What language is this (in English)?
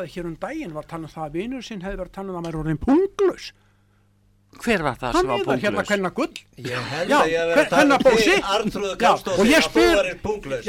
Icelandic